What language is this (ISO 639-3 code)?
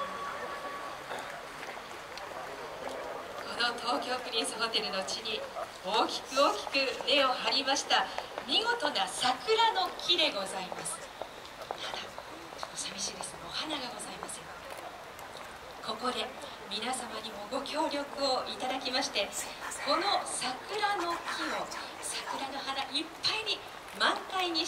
jpn